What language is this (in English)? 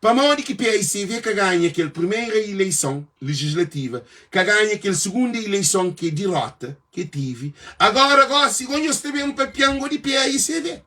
Kabuverdianu